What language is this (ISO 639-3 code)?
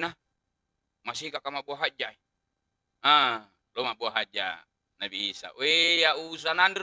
bug